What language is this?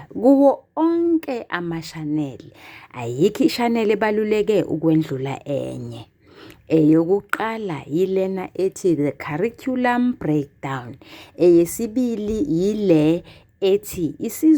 Zulu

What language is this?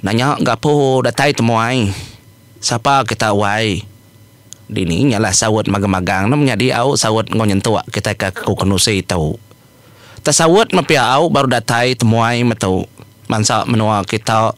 Iban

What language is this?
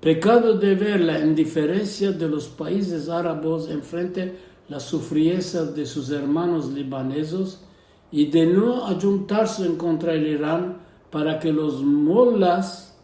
Ladino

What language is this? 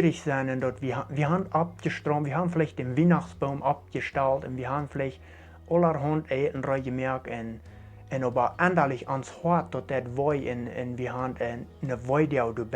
Plautdietsch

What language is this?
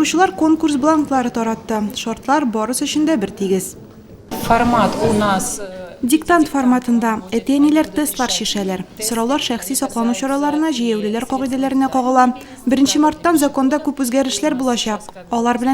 Tatar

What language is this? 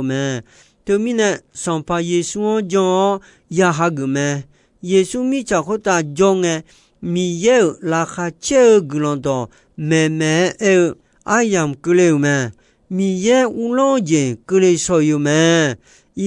Akha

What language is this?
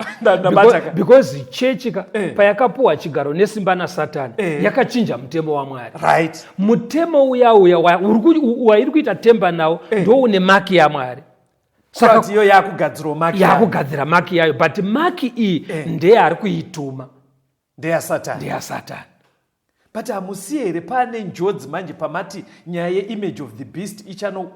Shona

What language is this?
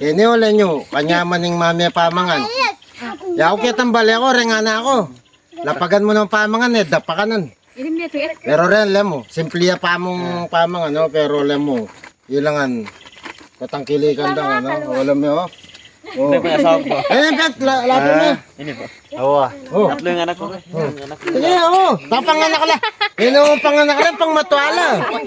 Pampanga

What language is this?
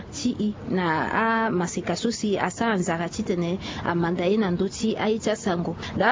Sango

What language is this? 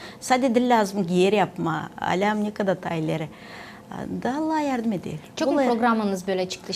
Gagauz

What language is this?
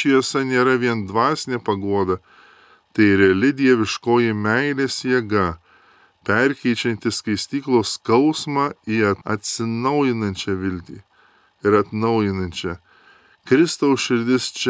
Lithuanian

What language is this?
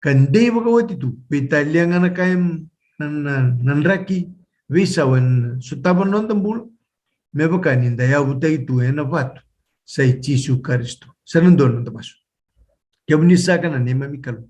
Fijian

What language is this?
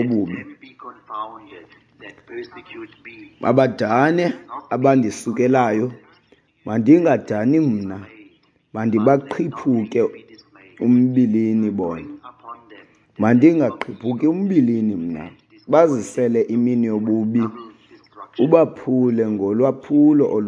Xhosa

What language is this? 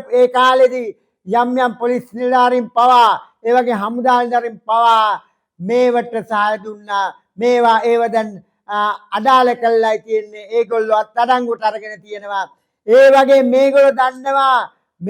Sinhala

